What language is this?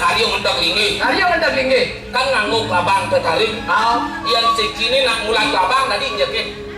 Balinese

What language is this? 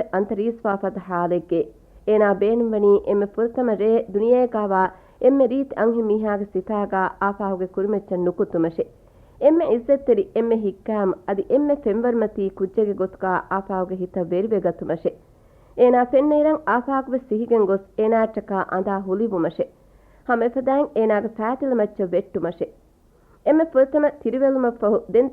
Divehi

